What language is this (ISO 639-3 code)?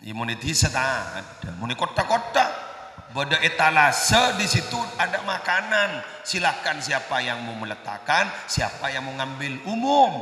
mad